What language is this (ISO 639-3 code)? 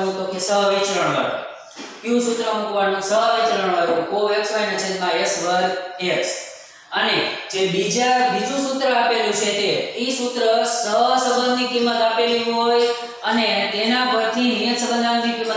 guj